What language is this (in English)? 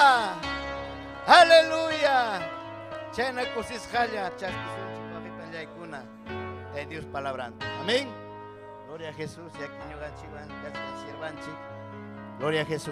Ayacucho Quechua